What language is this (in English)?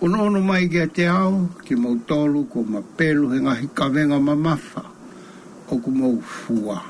Tongan